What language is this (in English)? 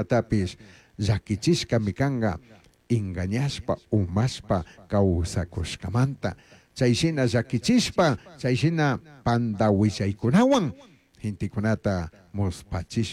Chimborazo Highland Quichua